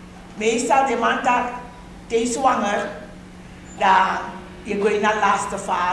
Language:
Sranan Tongo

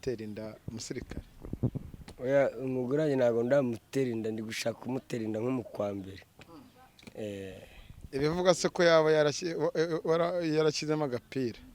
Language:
Kinyarwanda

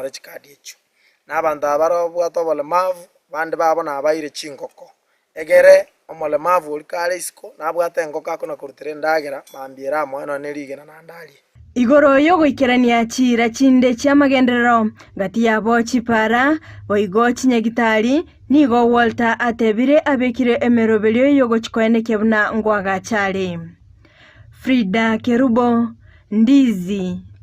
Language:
Gusii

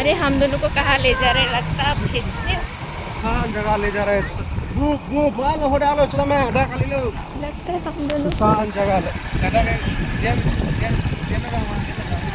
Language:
Karbi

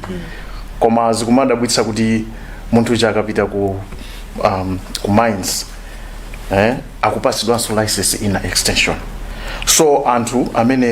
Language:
Nyanja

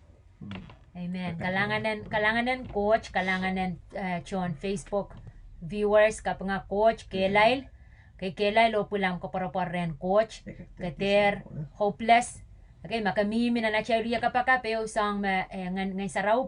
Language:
Pohnpeian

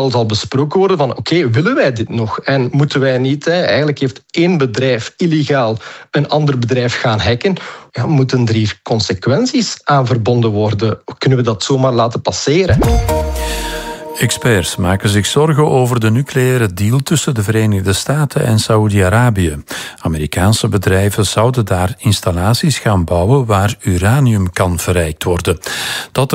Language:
Dutch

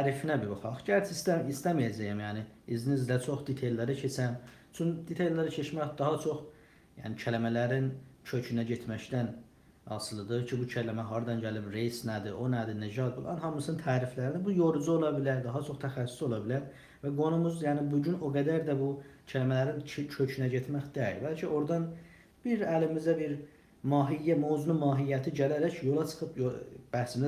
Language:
South Azerbaijani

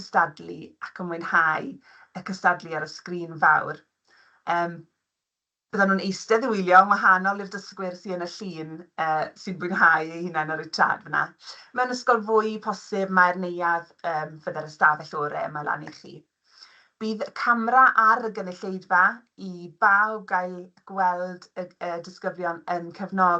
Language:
Welsh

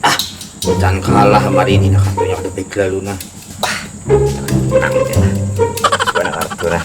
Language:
Banjar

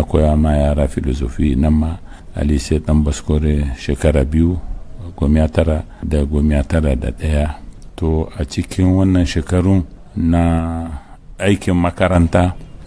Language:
Hausa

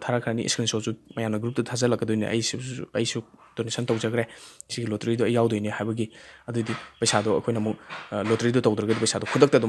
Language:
Manipuri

